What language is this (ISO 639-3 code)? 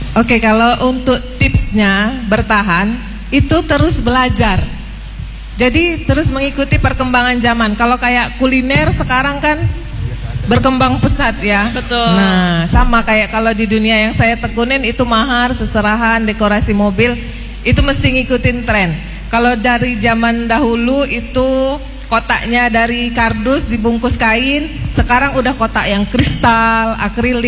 ind